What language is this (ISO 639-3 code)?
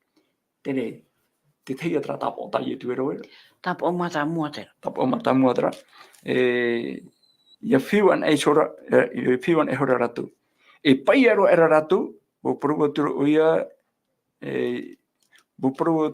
tah